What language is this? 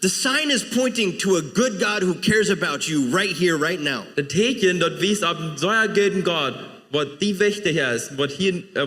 Plautdietsch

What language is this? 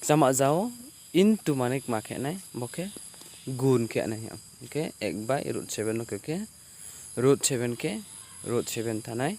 Riang (India)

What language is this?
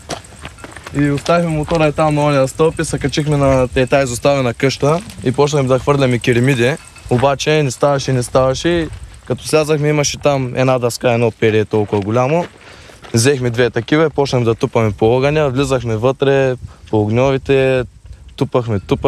Bulgarian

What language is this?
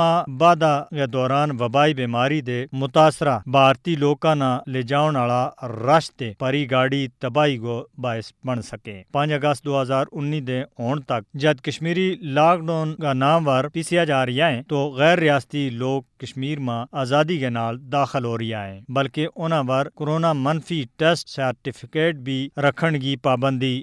Gujari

